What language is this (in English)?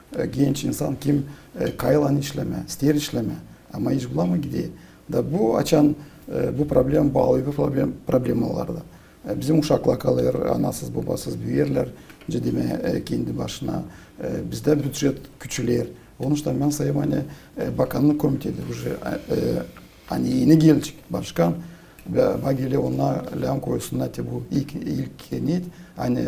Gagauz